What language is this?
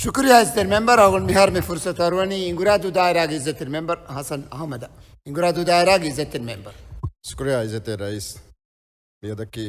Divehi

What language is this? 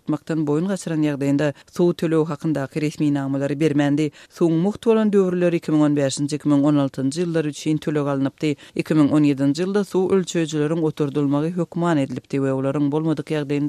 Kyrgyz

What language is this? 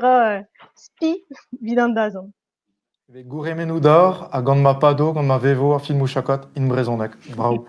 Breton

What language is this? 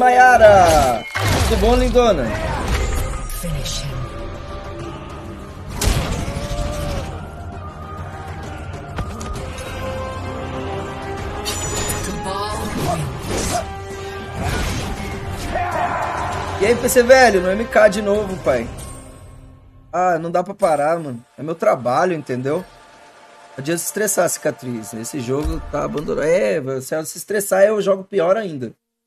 Portuguese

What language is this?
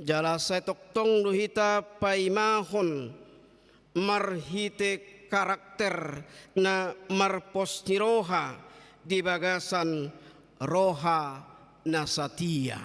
Batak Toba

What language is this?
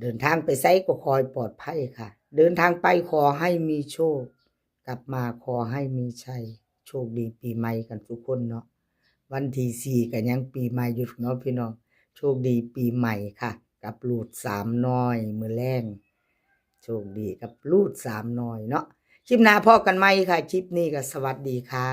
Northeastern Thai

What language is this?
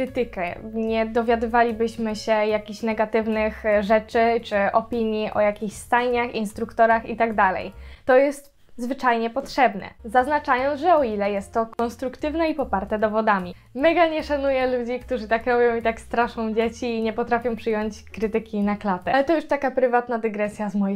Polish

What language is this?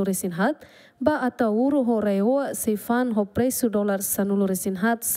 Tetum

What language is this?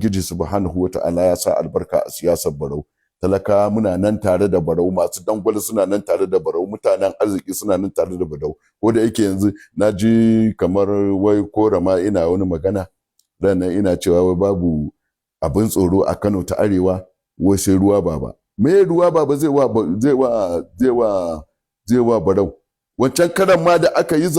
Hausa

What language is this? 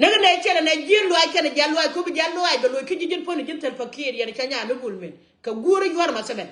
Nuer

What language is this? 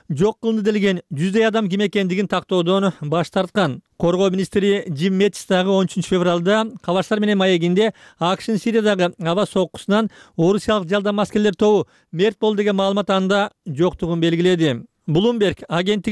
Kyrgyz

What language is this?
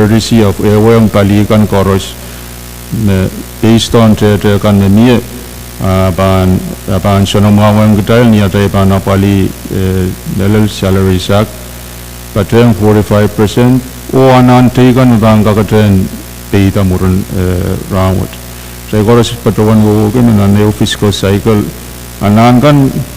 Pohnpeian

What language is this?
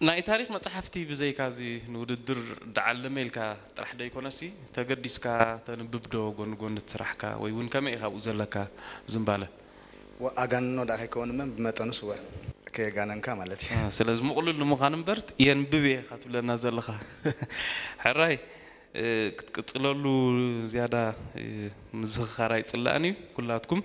Tigrinya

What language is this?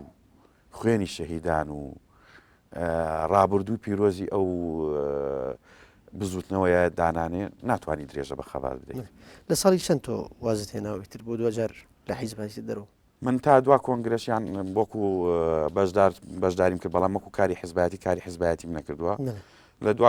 Central Kurdish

